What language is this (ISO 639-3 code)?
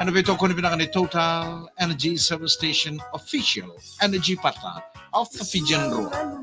fij